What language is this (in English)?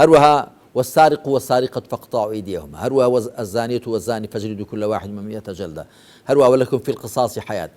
Central Kurdish